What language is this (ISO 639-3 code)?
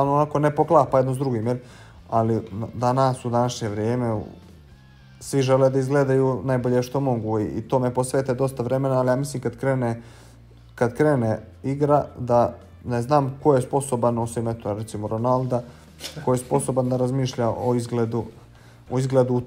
bos